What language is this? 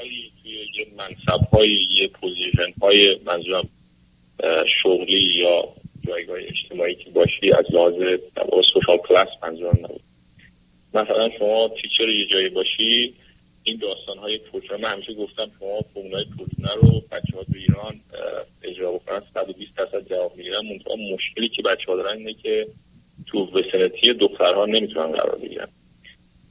Persian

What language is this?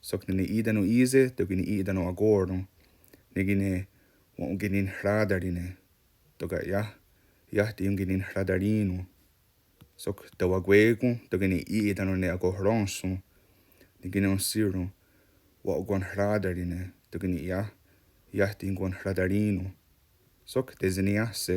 Mohawk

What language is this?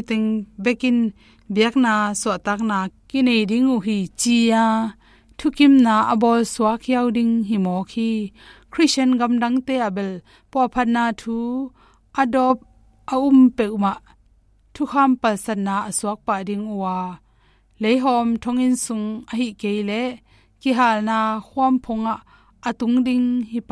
Tedim Chin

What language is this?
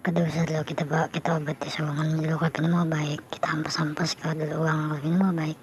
Banjar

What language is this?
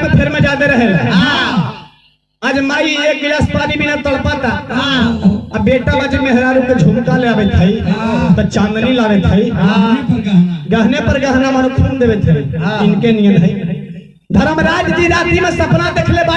Magahi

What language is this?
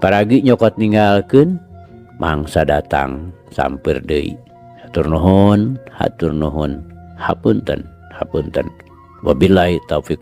Sundanese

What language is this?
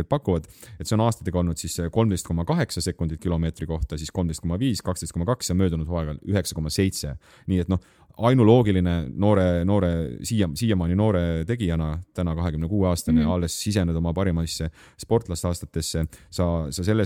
Estonian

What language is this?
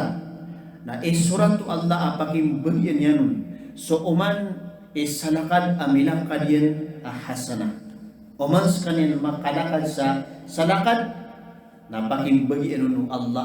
Maranao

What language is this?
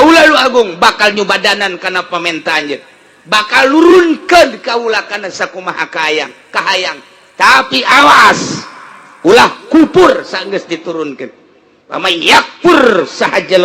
Sundanese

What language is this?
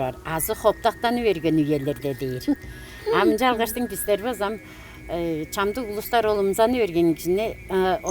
Tuvinian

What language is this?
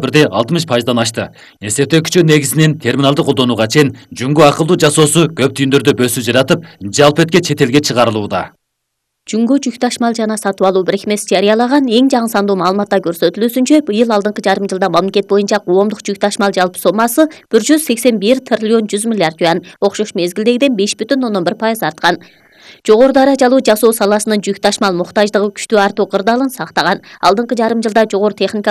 Kyrgyz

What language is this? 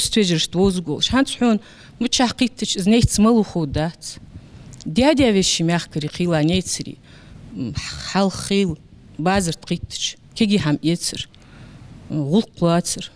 Ingush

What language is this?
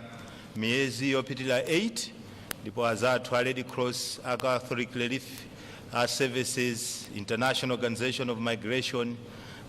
Nyanja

